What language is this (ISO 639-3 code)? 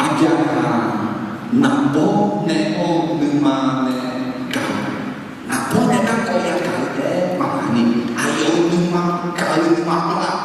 ahk